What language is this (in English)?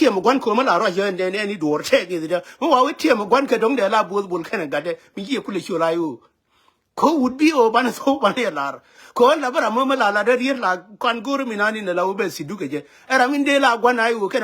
Nuer